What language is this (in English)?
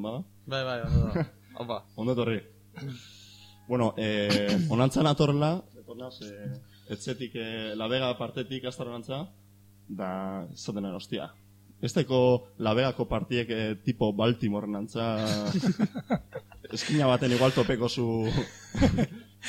Basque